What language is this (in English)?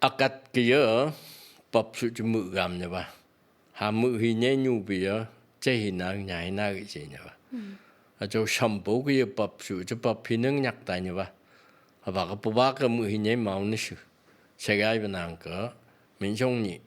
Phom Naga